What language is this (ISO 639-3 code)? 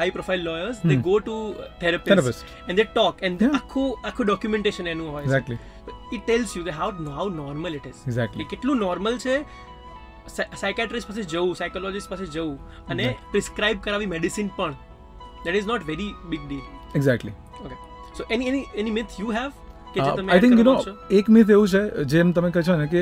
guj